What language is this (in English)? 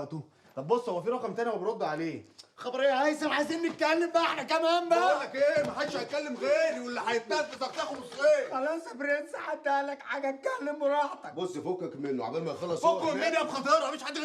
Egyptian Arabic